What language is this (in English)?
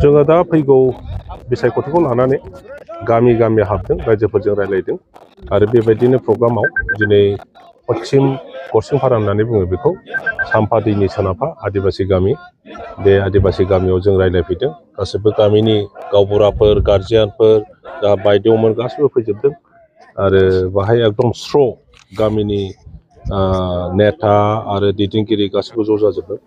Bodo